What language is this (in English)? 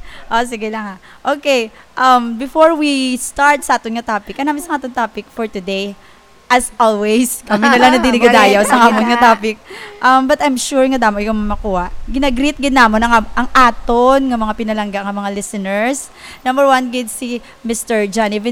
Hiligaynon